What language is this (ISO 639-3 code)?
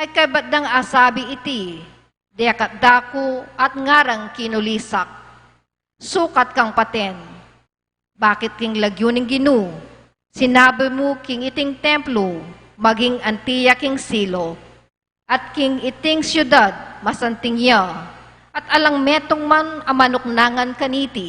pam